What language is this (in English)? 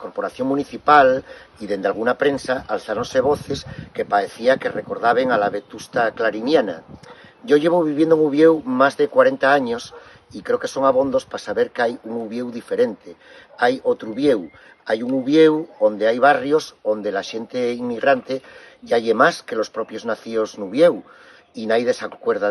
Asturian